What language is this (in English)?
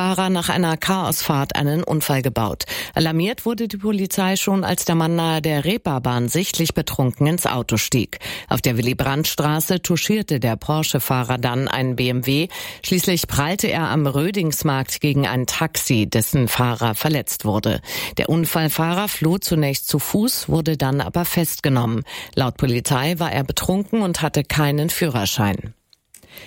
German